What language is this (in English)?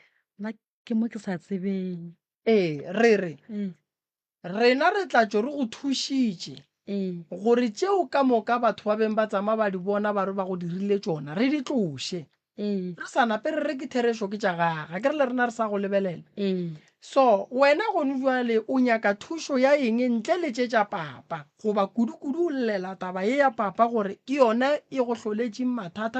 Northern Sotho